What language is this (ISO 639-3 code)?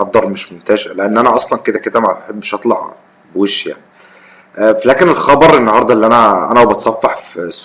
arz